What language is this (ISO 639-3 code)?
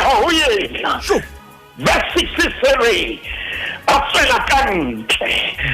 sot